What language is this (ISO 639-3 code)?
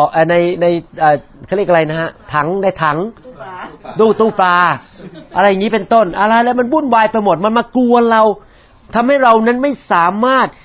tha